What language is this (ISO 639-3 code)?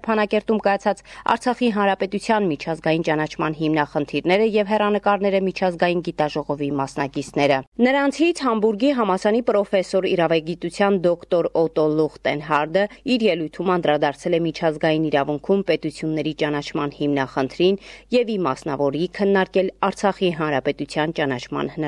hye